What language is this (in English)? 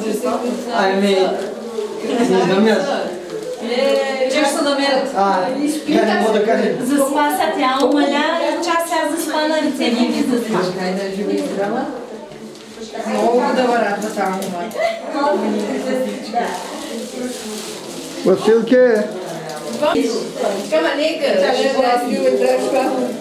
Bulgarian